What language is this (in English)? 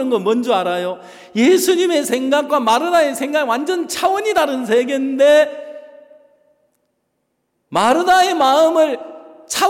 Korean